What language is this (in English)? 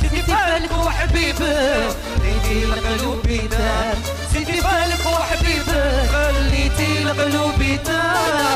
Algerian Arabic